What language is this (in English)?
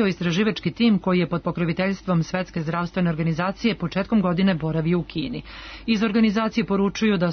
Serbian